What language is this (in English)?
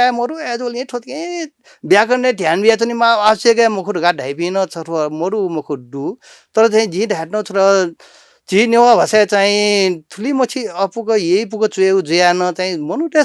Newari